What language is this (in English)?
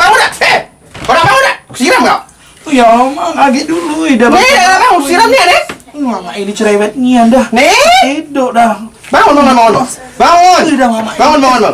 Musi